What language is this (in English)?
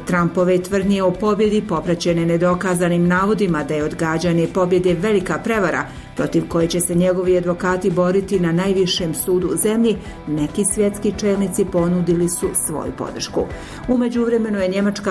Bosnian